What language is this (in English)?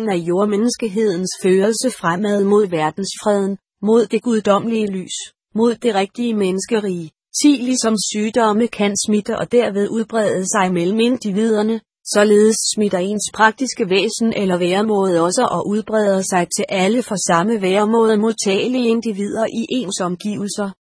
Danish